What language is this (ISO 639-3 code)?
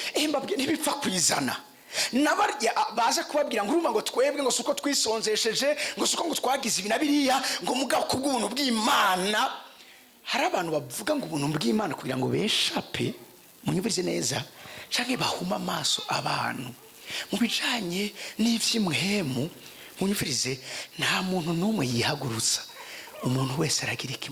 run